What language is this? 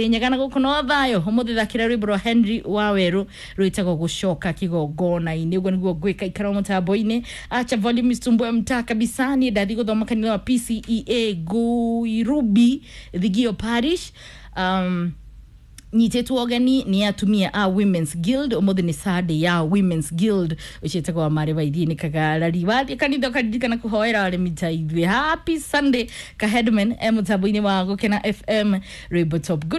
Kikuyu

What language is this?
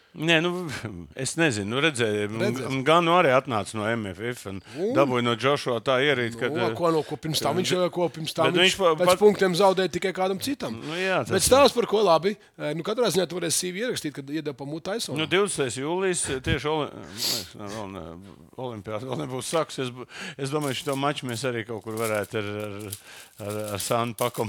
Latvian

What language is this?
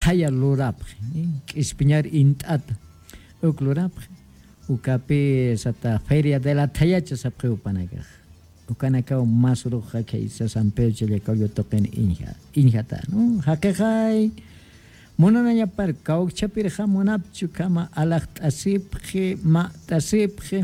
Aymara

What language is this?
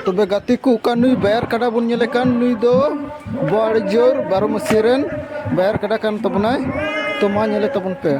Santali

